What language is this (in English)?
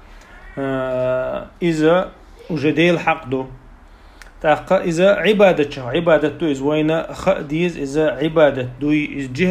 Chechen